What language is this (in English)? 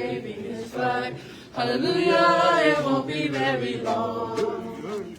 Samoan